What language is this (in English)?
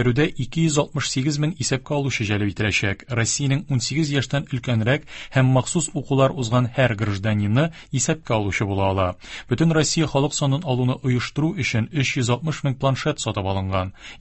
Tatar